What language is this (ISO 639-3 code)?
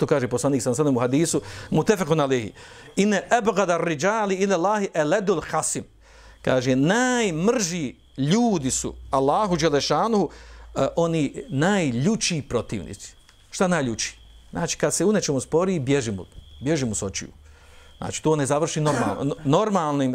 bos